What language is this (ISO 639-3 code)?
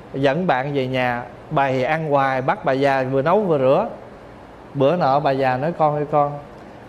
vie